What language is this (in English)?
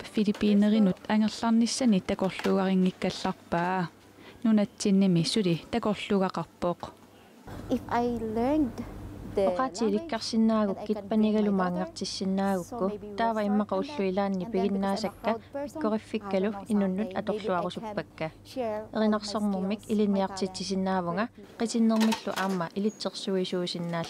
Kalaallisut